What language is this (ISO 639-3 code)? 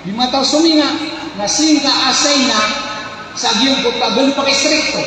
mrw